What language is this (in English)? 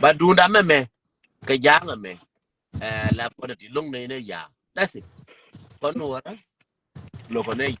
Nuer